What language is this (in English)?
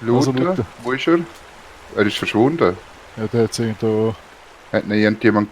Swiss German